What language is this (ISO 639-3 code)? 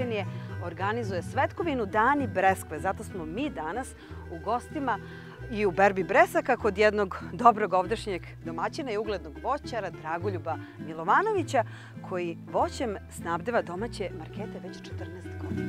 srp